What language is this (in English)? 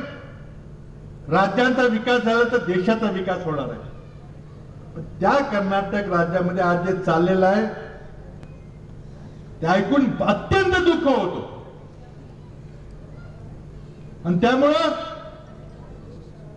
Marathi